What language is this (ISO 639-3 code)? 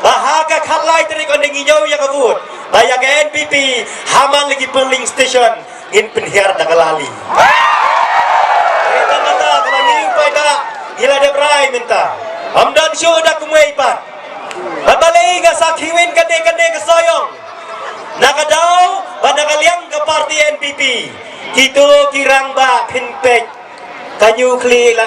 kha